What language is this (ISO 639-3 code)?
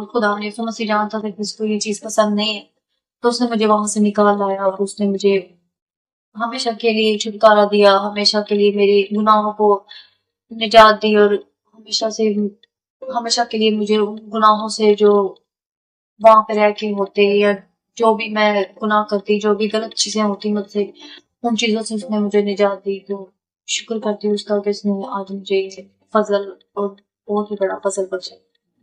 sat